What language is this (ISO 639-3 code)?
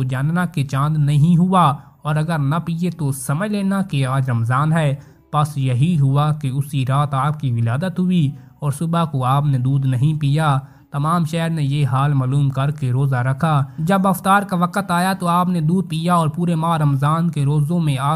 urd